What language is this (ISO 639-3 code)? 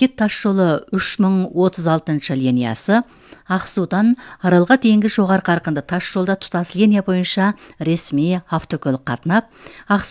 kaz